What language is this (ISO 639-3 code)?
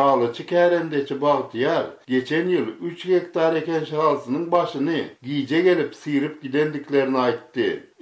tuk